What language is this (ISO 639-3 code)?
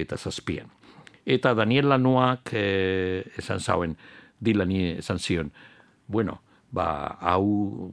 eus